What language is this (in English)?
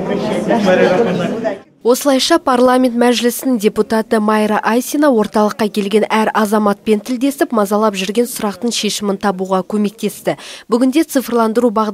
Kazakh